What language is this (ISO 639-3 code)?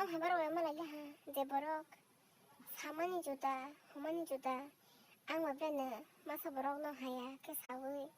trp